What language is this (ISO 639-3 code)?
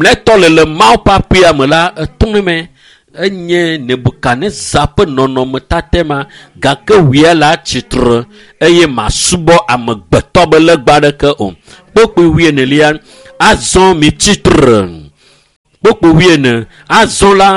ewe